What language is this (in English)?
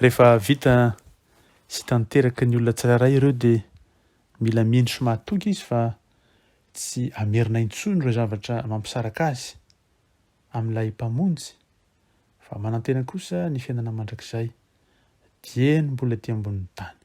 Malagasy